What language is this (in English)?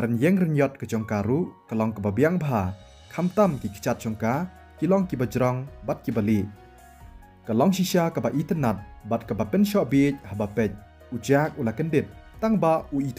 Khasi